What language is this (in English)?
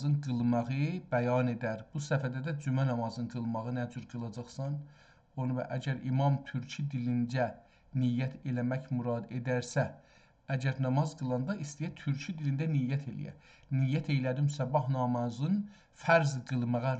South Azerbaijani